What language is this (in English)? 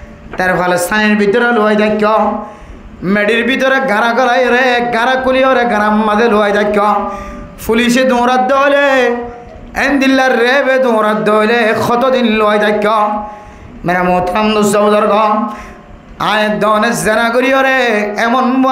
Rohingya